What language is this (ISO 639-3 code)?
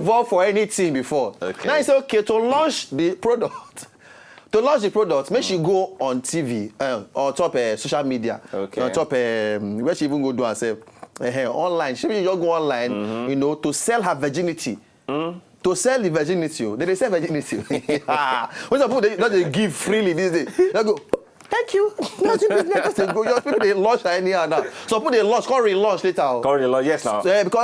pcm